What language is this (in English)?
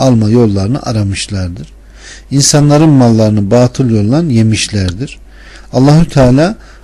Turkish